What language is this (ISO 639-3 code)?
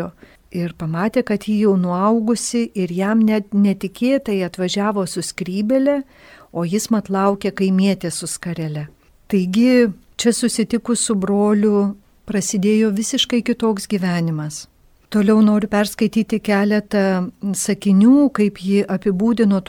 lit